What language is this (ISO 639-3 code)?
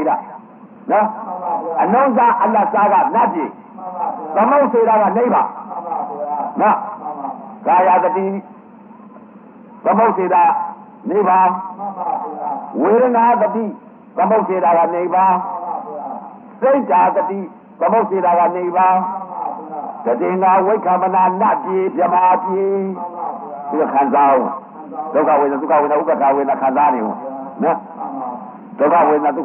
mya